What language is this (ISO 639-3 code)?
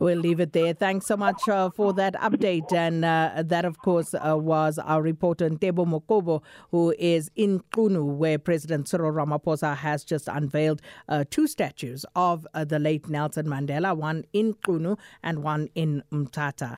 eng